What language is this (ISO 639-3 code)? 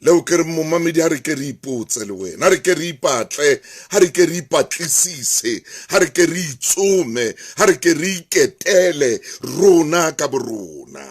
sot